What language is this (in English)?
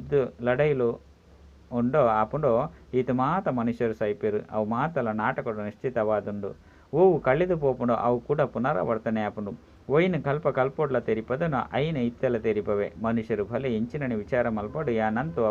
Tulu